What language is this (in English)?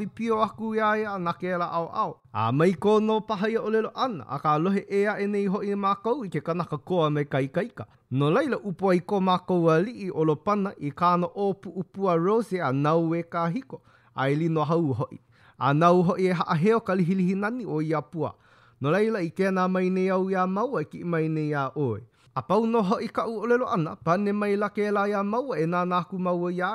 Hawaiian